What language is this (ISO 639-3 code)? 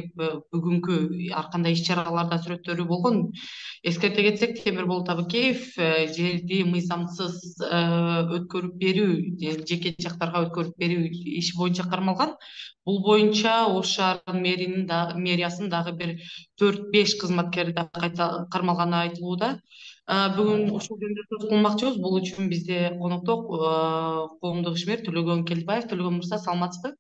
kir